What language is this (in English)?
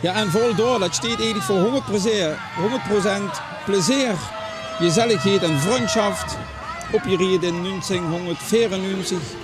Limburgish